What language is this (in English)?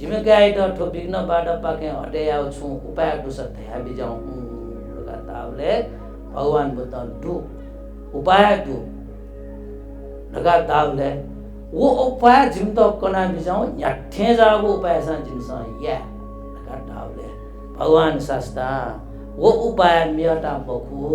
Newari